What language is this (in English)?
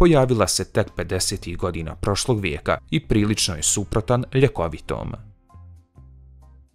Bosnian